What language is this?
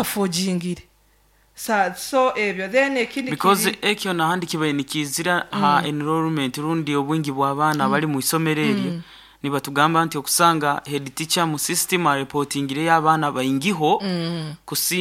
Nyoro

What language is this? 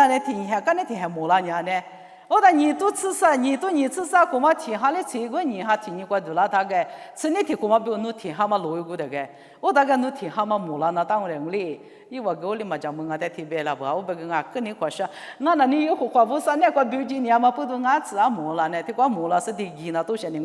Lisu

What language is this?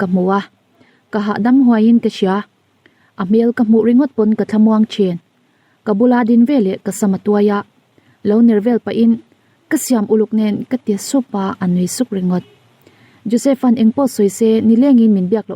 Mizo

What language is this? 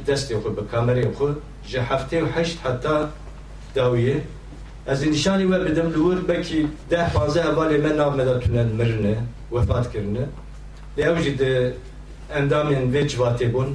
Kurdish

